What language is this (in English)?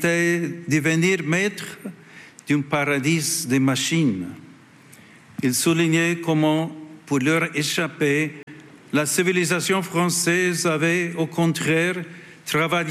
French